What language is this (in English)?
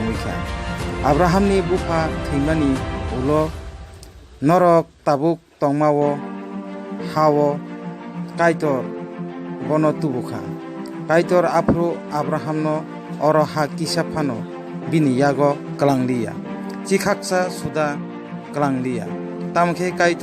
Kok Borok